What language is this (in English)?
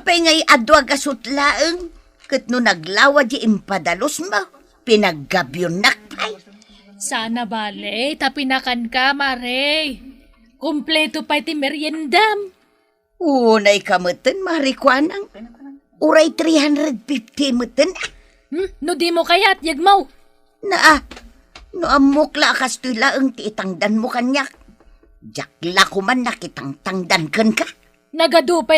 Iloko